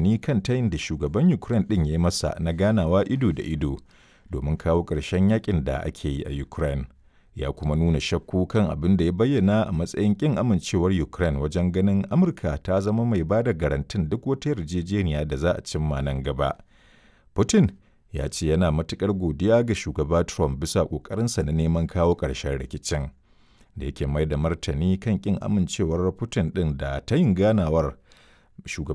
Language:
Hausa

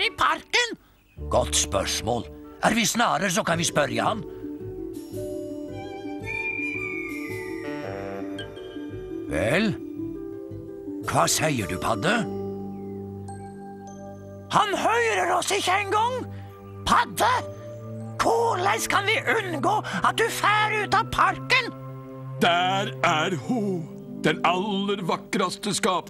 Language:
Norwegian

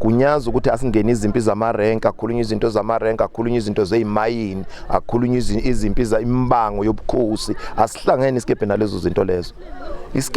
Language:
Zulu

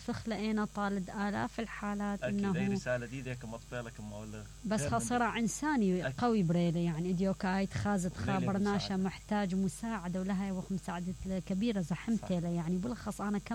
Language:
Mesopotamian Arabic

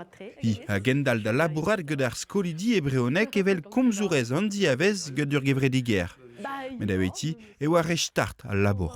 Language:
Breton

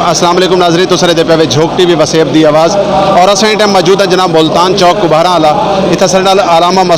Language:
Saraiki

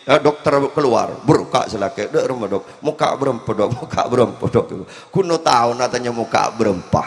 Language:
Madurese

